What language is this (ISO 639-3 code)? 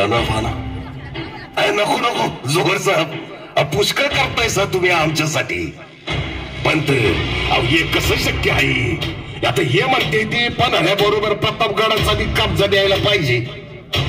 mar